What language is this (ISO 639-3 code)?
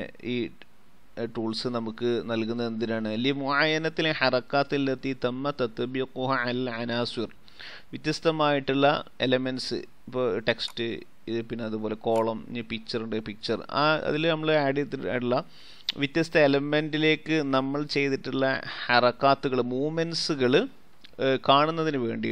mal